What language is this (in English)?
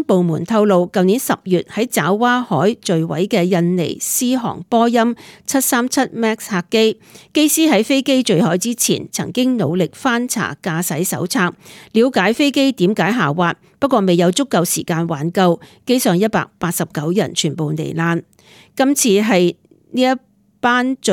Cantonese